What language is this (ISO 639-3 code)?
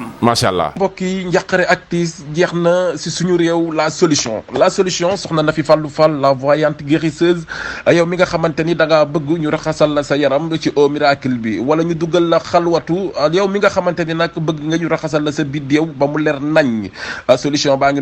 wol